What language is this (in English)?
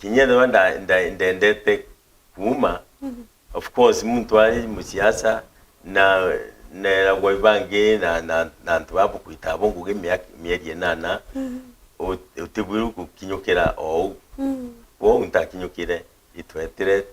Meru